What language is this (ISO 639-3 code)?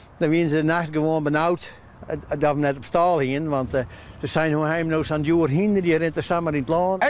fry